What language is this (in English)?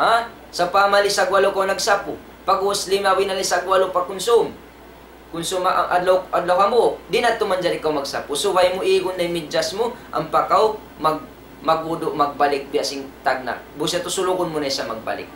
Tausug